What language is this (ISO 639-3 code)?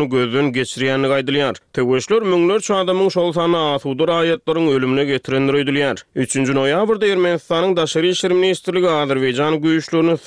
tuk